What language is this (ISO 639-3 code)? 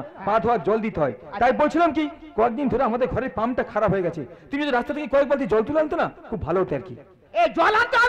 ben